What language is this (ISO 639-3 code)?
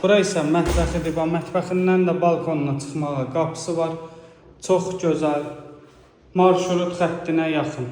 aze